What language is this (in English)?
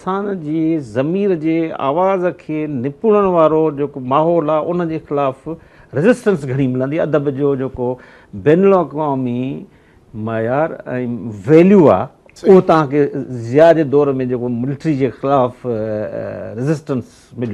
Sindhi